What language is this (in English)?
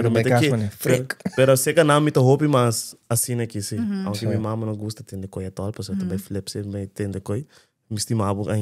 Papiamento